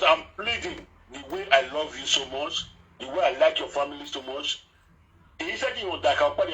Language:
Nigerian Pidgin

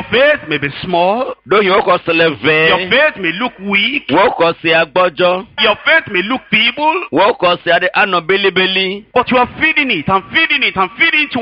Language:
Ewe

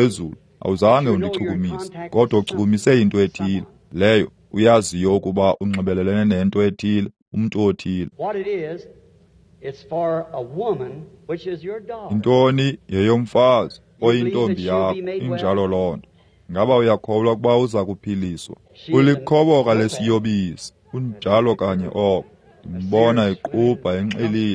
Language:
Xhosa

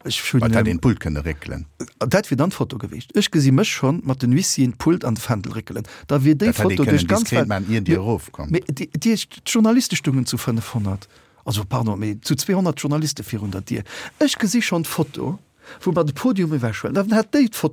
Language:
Luxembourgish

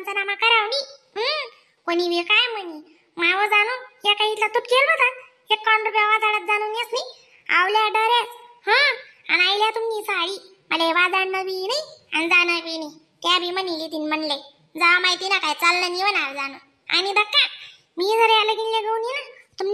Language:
Khandesi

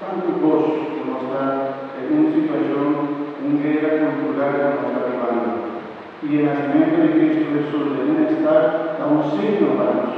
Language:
Papiamento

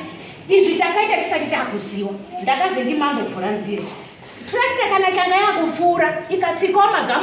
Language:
Shona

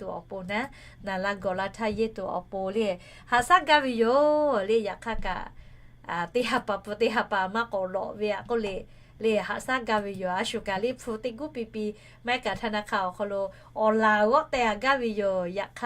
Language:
Lahu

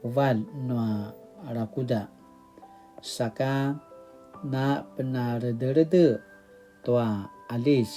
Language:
Paiwan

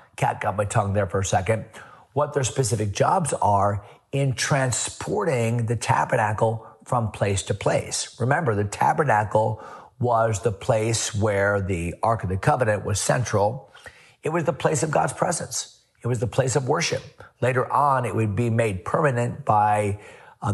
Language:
English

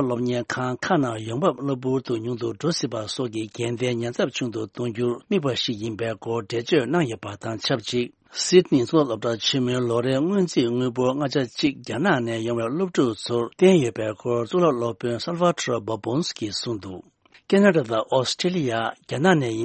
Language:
Tibetan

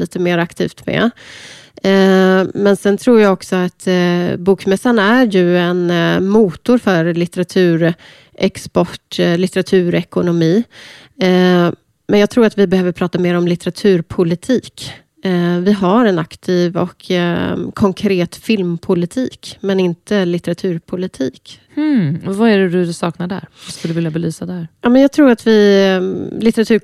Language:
Swedish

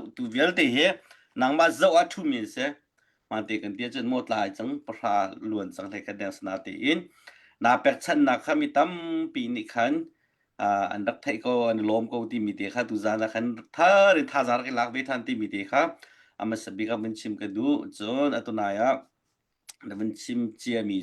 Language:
Hakha Chin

